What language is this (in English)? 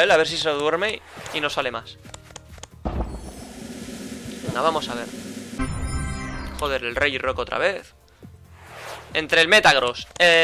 Spanish